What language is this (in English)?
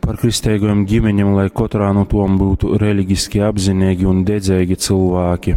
Latgalian